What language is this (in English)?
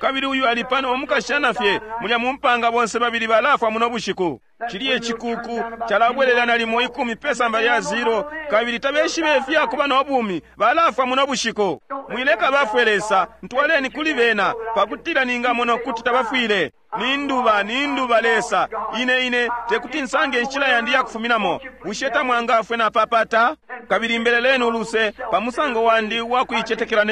Bemba